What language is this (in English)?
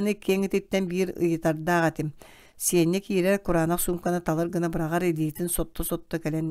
Yakut